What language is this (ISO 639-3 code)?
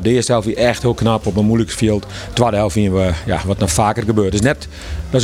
fry